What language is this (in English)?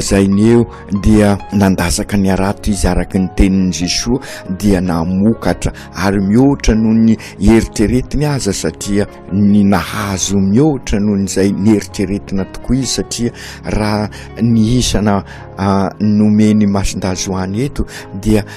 Malagasy